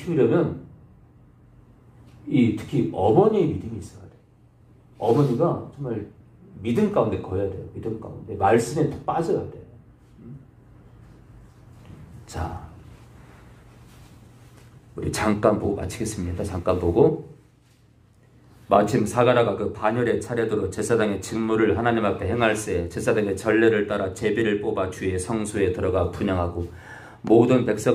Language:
Korean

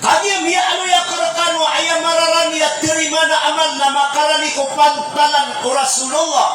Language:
Maranao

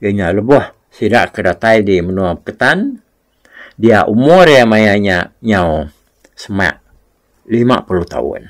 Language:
Iban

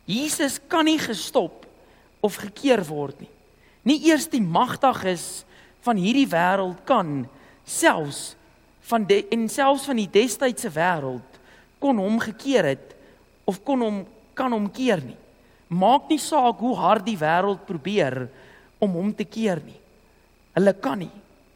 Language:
Afrikaans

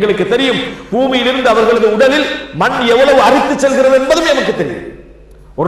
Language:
Tamil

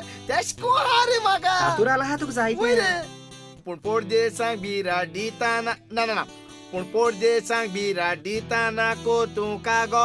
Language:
Konkani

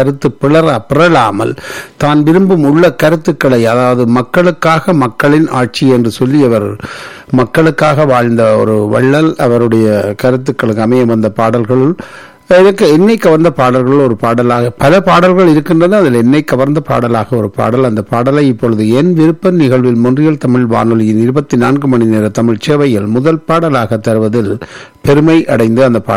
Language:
Tamil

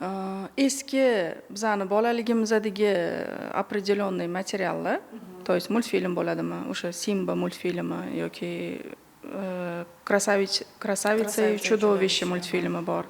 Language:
Uzbek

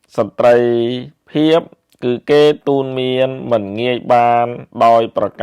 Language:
Khmer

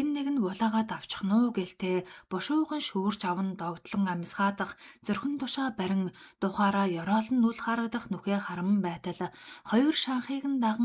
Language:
Mongolian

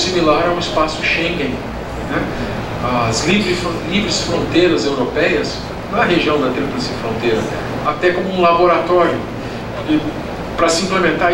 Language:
Portuguese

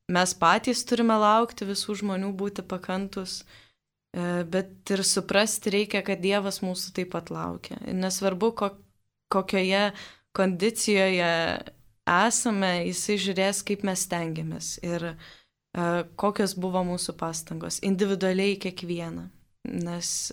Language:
Lithuanian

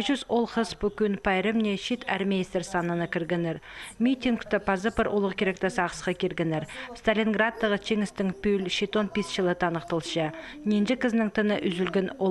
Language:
Khakas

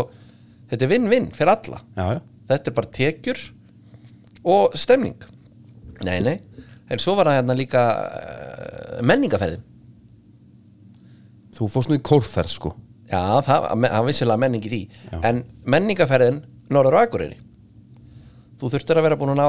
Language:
Icelandic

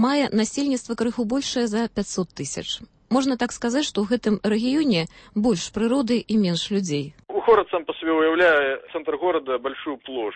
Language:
Belarusian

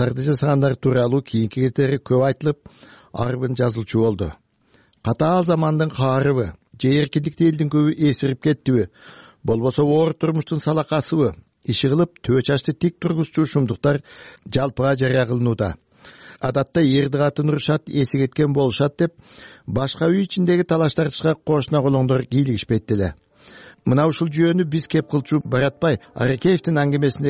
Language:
Kyrgyz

